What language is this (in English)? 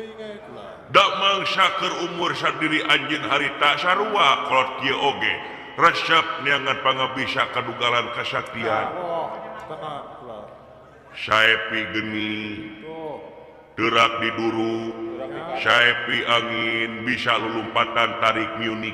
Sundanese